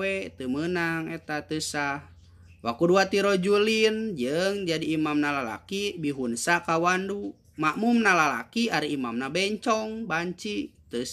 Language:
Sundanese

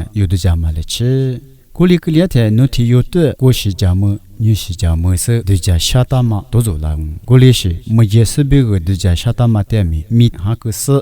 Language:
Lisu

